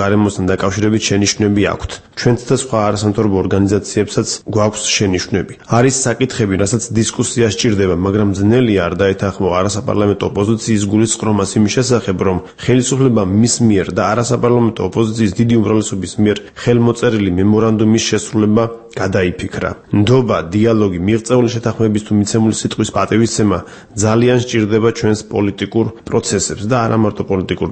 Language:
Georgian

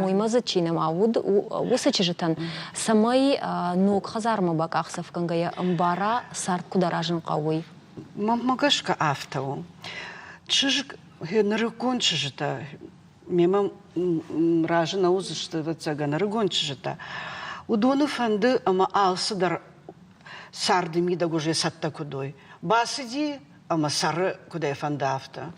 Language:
Ossetic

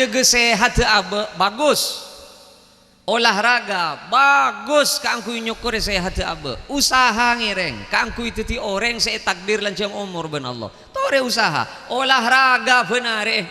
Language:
Madurese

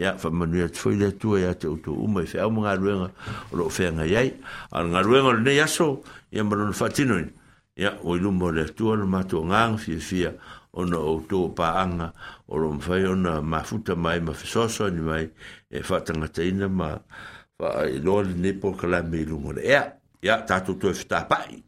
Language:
Samoan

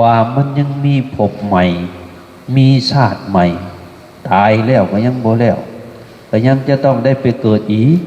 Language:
Northeastern Thai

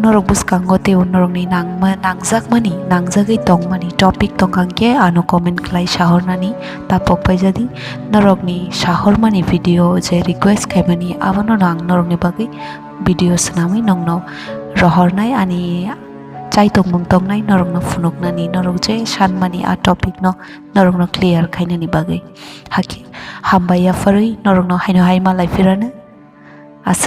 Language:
Kok Borok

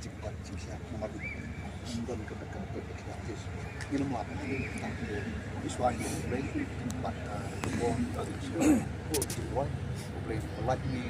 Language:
Khasi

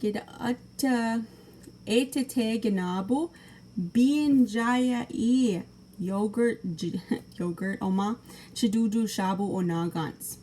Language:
Chippewa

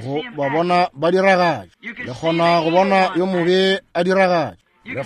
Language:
Northern Sotho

